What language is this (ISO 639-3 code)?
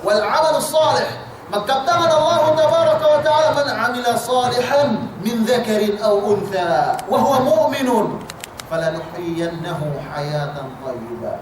yka